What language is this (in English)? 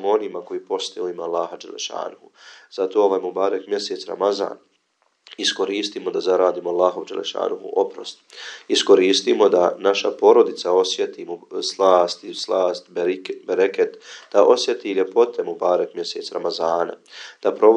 Bosnian